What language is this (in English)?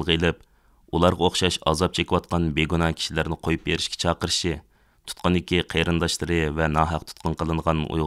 Uyghur